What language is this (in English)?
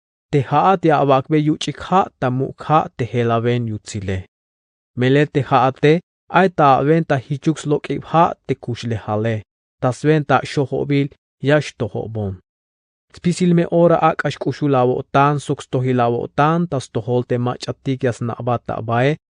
Tzeltal